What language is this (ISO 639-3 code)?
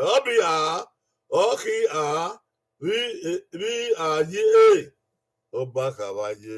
bin